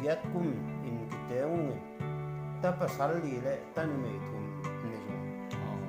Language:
Tedim Chin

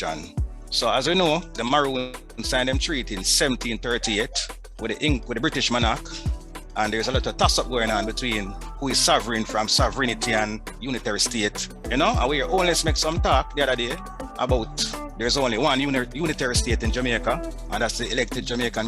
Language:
Jamaican Creole English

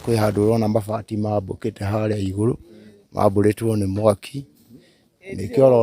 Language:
Kikuyu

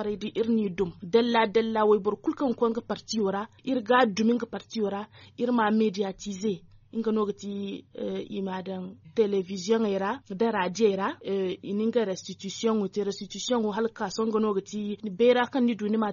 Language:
Zarma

